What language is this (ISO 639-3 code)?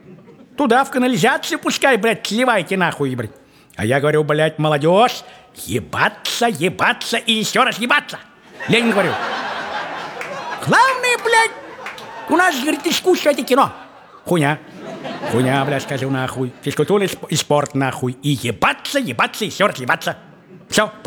rus